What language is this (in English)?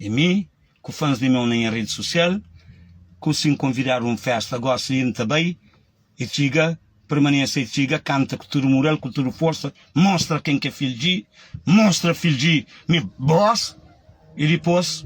Kabuverdianu